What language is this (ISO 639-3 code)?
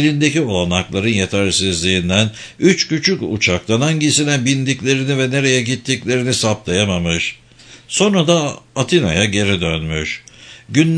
tur